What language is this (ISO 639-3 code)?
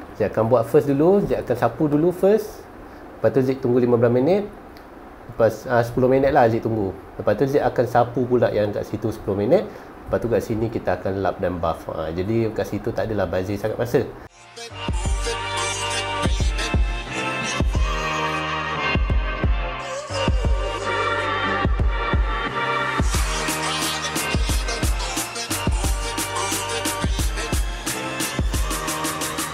msa